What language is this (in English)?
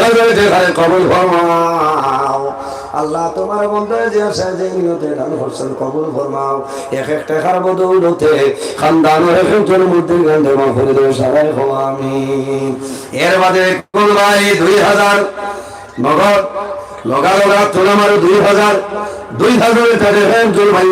Sylheti